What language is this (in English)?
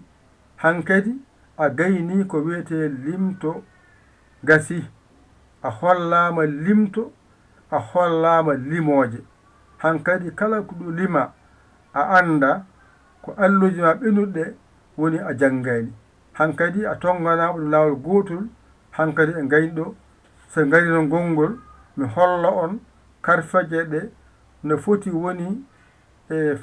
Fula